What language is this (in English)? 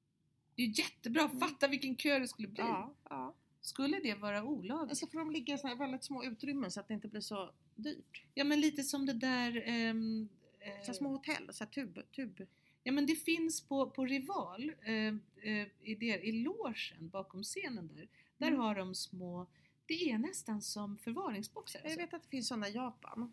Swedish